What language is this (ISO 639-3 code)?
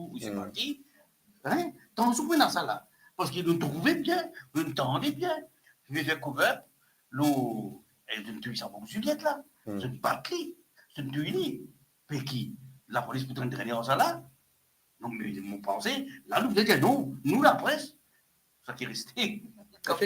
mfe